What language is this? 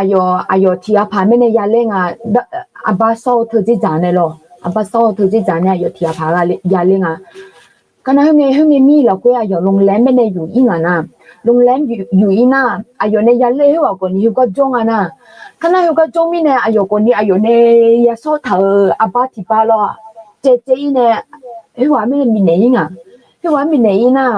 Akha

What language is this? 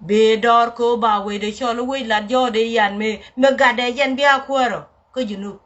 Nuer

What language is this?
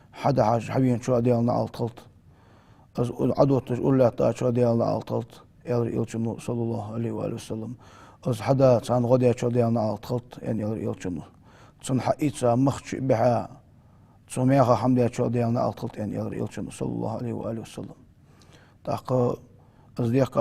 Ingush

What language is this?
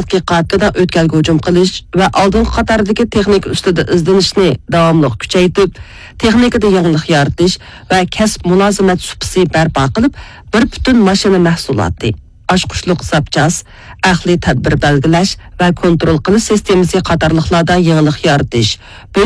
Uyghur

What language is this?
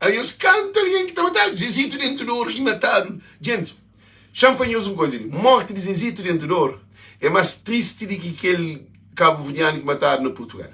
Kabuverdianu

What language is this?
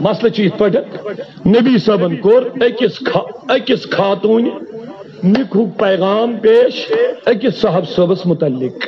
Kashmiri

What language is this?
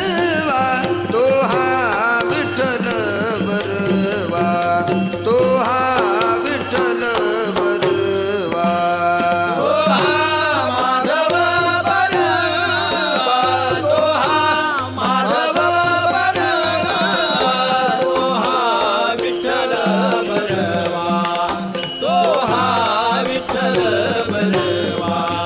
Marathi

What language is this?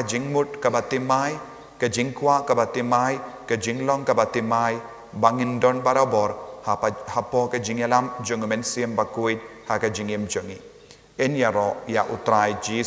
Khasi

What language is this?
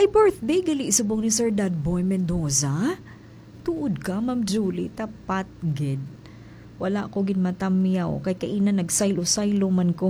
Hiligaynon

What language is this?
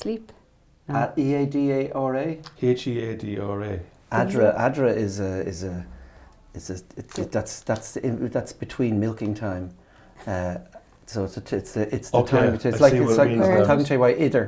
Irish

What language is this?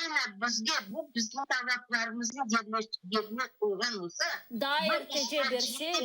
Crimean Tatar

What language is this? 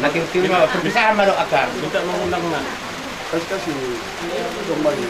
Batak Toba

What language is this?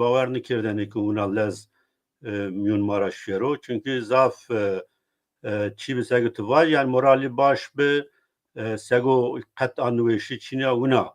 Zaza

